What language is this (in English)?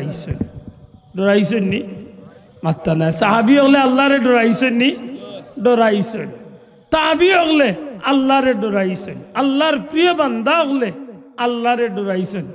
Sylheti